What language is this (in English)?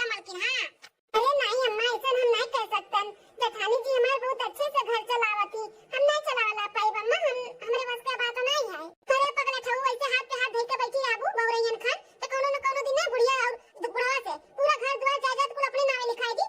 Awadhi